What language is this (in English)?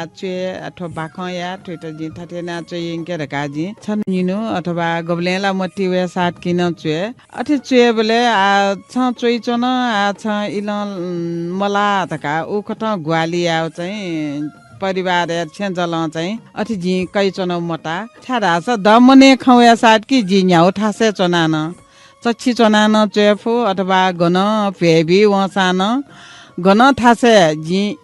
Newari